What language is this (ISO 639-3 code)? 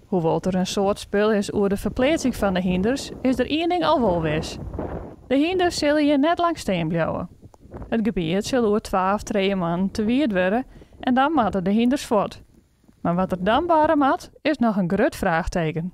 fry